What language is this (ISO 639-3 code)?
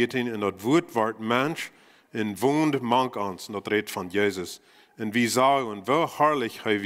pdt